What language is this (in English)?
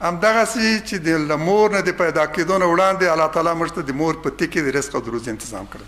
Pashto